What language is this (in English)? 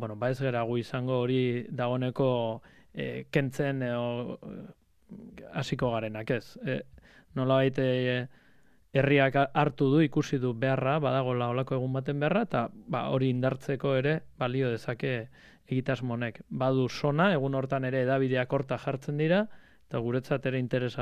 Basque